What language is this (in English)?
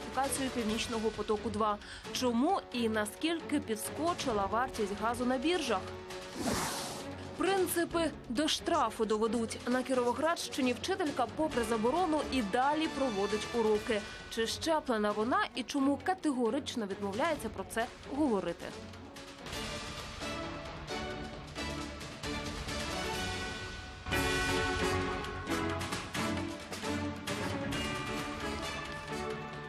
Ukrainian